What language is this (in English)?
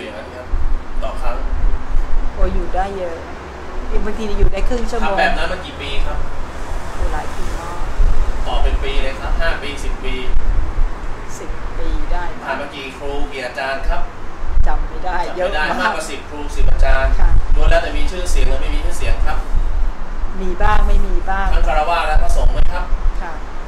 Thai